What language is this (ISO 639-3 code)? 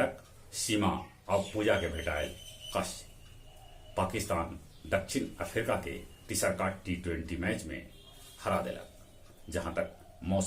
mag